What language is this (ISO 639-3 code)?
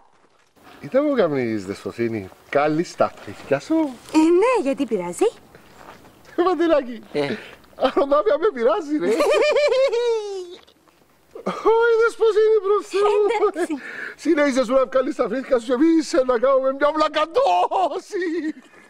ell